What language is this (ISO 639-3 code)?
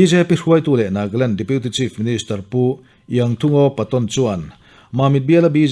lus